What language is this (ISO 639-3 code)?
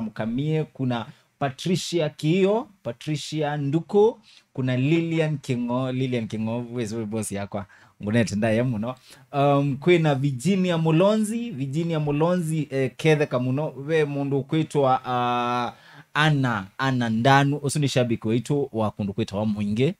kam